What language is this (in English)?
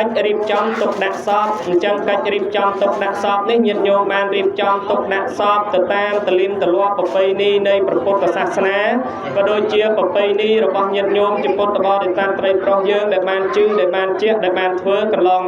Khmer